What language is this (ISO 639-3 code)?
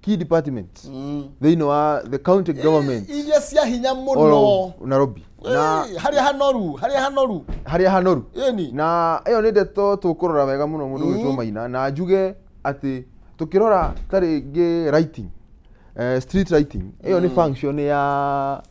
kik